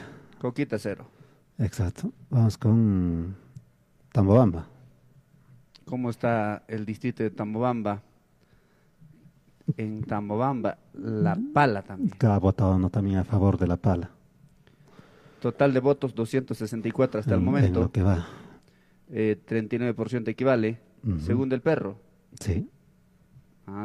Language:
Spanish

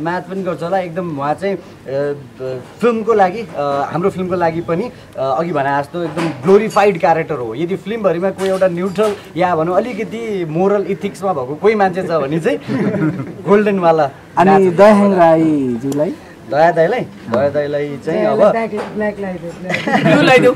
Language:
Nepali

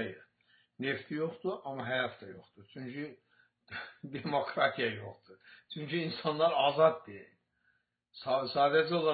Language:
Azerbaijani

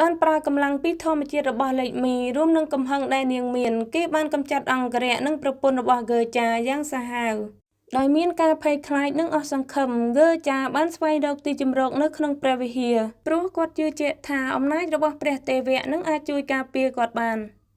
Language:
Khmer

